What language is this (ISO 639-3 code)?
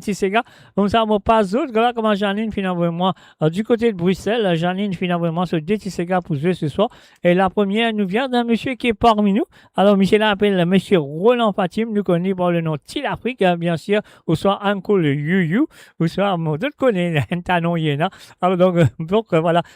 mfe